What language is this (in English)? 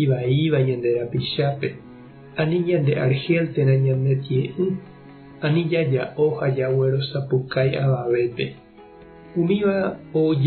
Guarani